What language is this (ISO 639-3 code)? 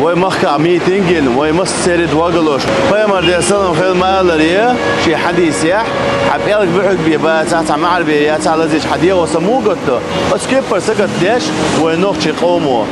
che